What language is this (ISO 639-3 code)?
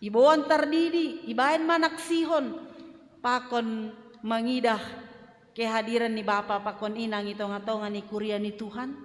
bts